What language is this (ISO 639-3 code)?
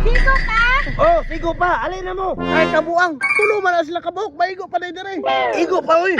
ceb